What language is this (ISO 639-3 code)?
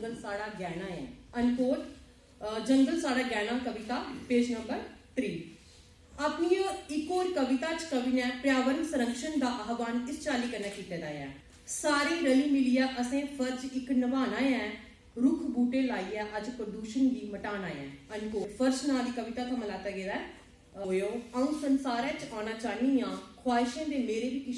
doi